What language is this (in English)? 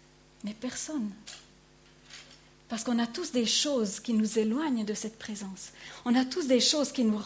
French